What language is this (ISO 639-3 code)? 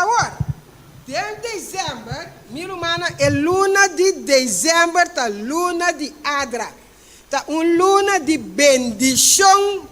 pap